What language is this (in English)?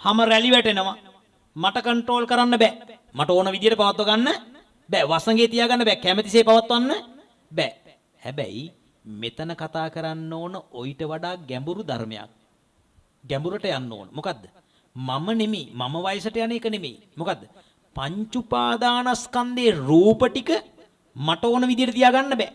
Sinhala